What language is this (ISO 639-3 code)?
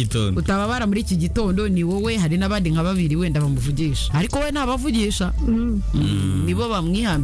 kin